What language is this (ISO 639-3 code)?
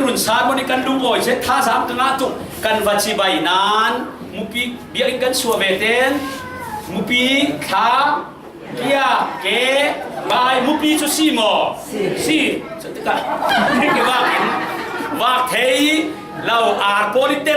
cfm